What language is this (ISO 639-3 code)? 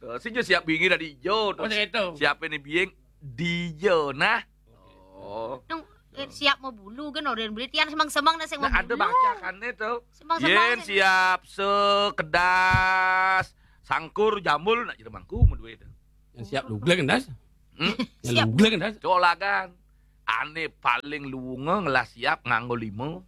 ban